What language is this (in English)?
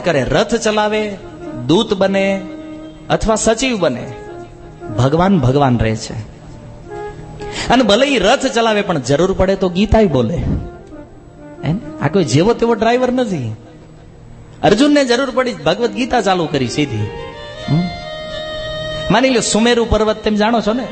Gujarati